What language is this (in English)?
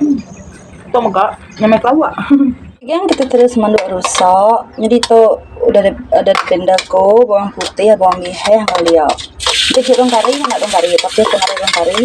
Iban